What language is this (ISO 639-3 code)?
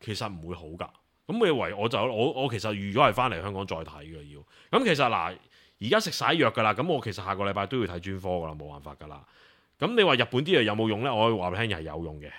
yue